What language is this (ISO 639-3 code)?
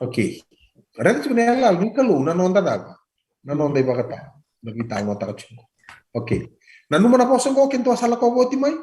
fij